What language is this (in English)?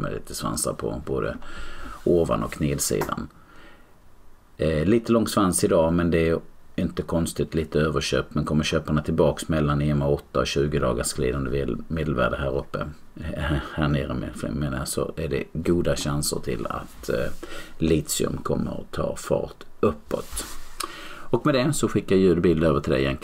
Swedish